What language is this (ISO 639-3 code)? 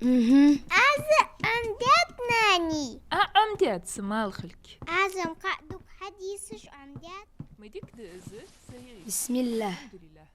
inh